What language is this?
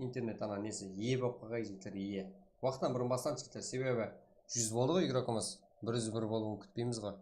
Kara-Kalpak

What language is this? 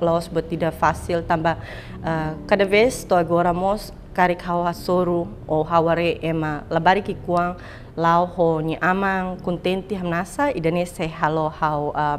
Tetum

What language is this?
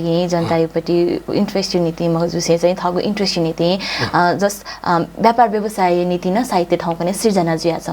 Newari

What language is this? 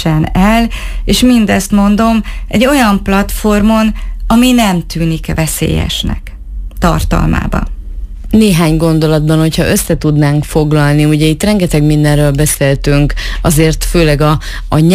Hungarian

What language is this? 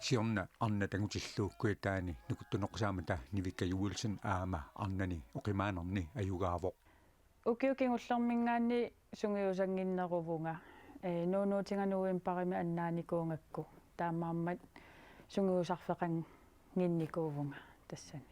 Kalaallisut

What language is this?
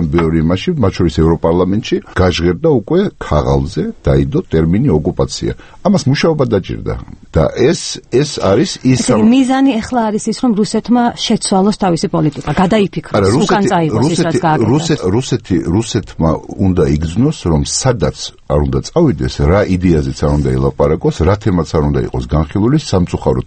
Georgian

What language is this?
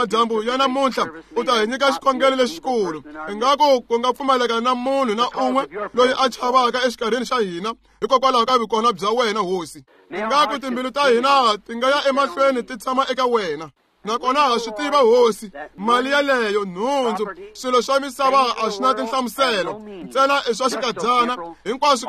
Tsonga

